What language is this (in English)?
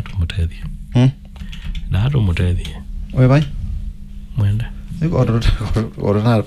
Kamba